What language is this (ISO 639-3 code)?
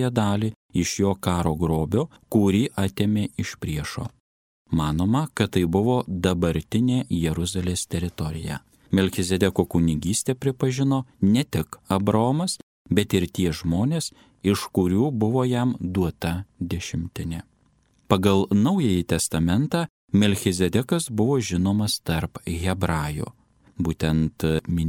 lit